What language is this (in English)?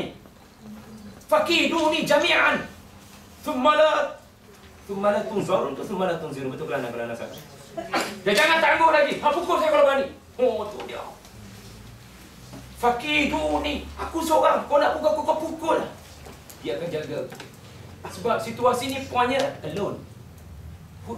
Malay